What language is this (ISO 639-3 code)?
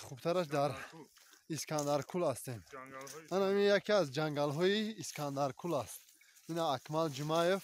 tgk